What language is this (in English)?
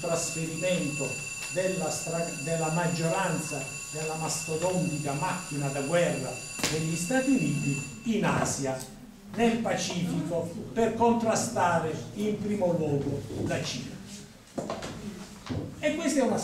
Italian